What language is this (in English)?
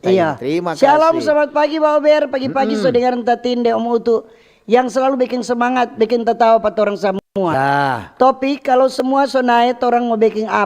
Manado Malay